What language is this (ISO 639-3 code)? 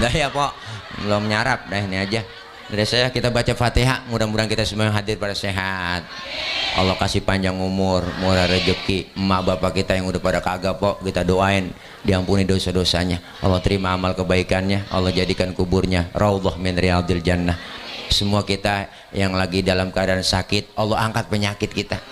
bew